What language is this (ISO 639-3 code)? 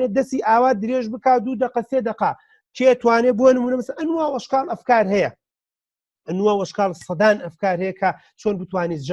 ckb